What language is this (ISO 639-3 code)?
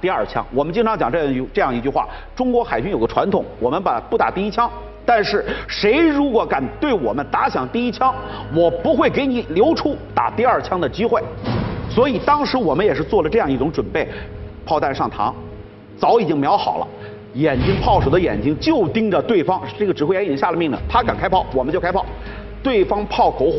zho